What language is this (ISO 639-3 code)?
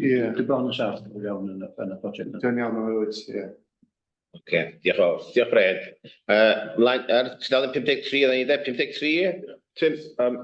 cym